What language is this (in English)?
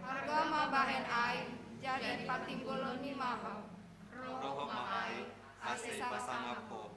Batak Simalungun